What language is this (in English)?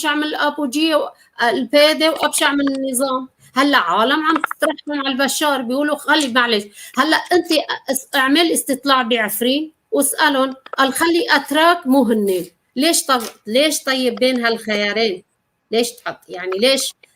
North Levantine Arabic